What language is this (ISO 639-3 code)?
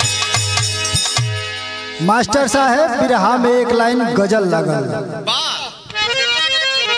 bho